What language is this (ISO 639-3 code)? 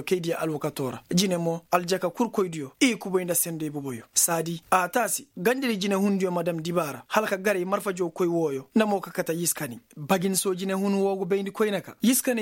ses